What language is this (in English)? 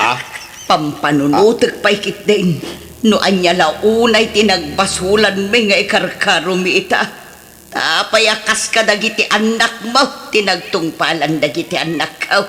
Iloko